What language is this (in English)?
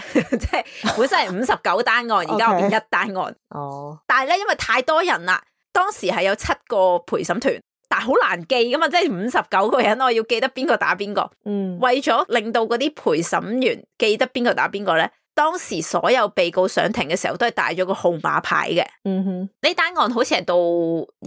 Cantonese